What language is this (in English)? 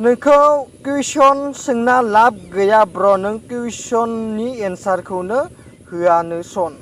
Bodo